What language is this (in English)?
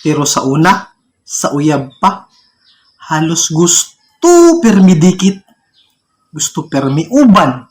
Cebuano